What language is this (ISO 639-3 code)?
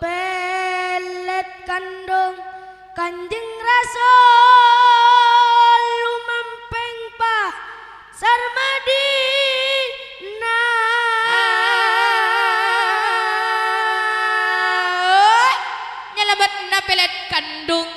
mad